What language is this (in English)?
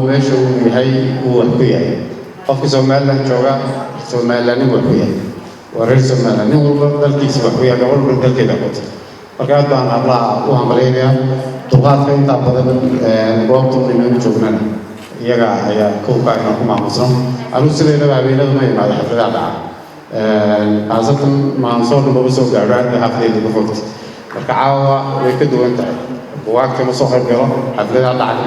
Somali